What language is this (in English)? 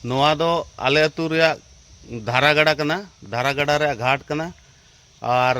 Santali